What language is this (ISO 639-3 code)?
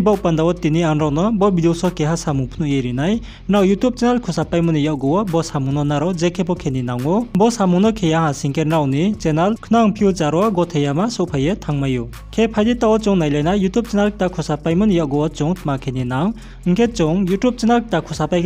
ria